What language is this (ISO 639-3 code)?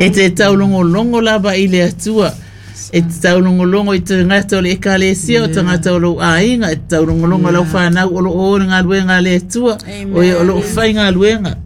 smo